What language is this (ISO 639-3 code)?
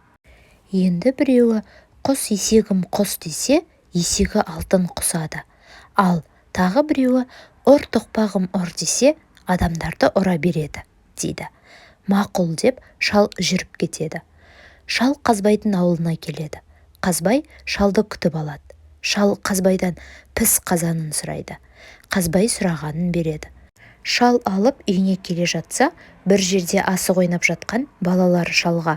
kaz